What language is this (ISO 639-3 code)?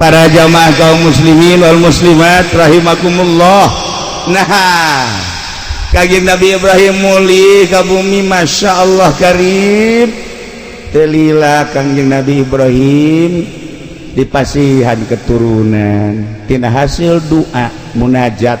sun